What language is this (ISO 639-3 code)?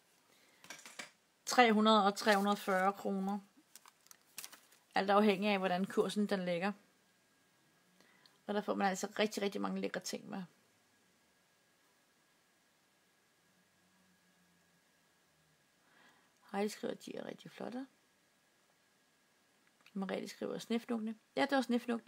dan